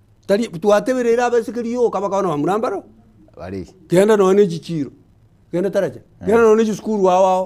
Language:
Gusii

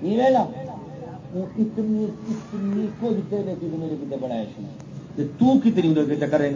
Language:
Saraiki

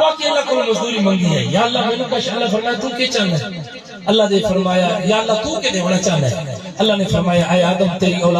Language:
Saraiki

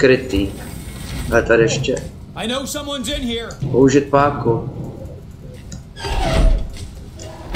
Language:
Czech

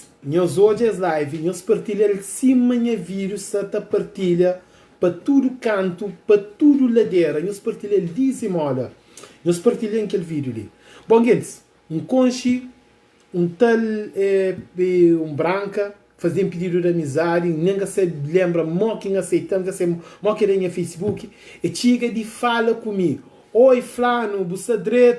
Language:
Kabuverdianu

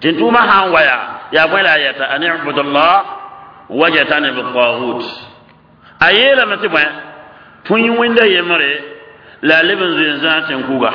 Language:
Mossi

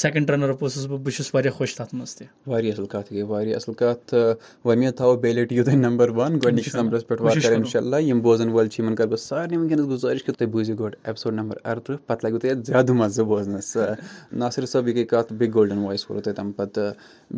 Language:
Kashmiri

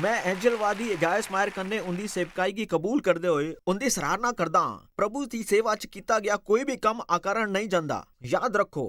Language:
Dogri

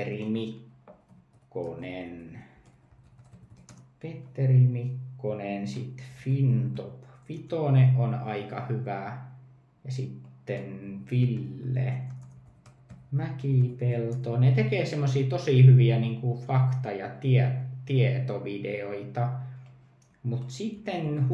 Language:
Finnish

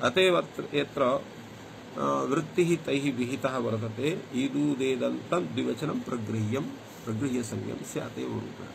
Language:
Sanskrit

